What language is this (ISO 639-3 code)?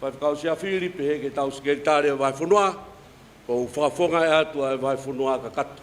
ton